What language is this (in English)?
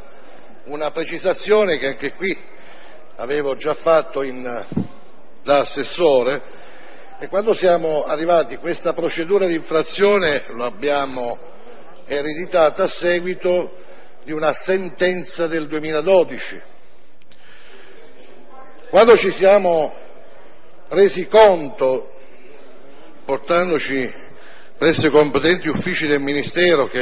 Italian